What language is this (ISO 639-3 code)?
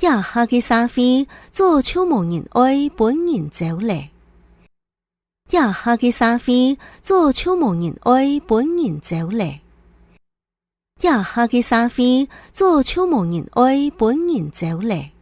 hak